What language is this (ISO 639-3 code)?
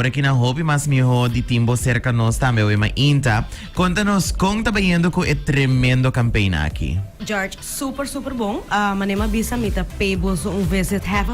pap